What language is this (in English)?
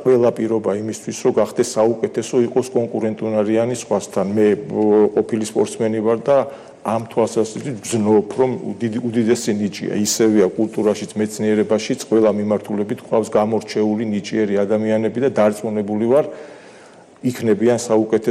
Georgian